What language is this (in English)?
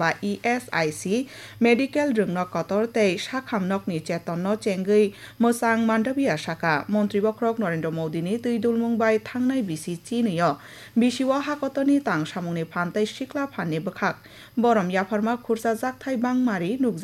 Kok Borok